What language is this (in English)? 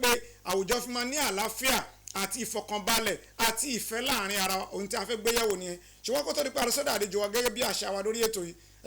Yoruba